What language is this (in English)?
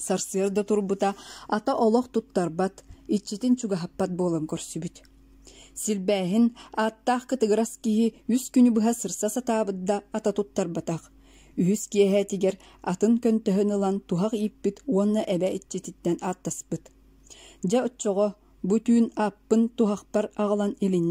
Yakut